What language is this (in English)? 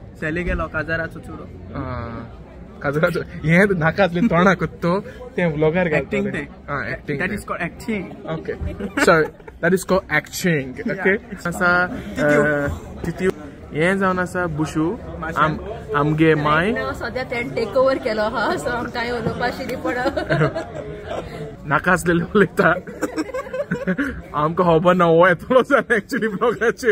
Konkani